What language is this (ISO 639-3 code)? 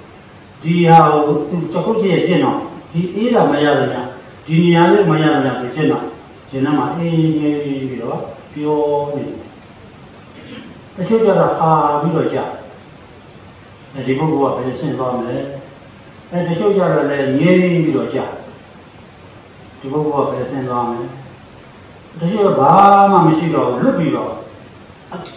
mya